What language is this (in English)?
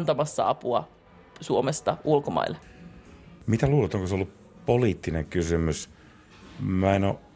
Finnish